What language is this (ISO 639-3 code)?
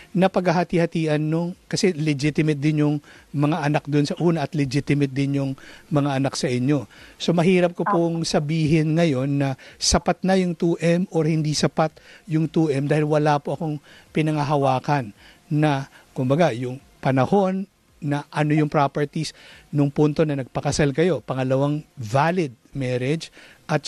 fil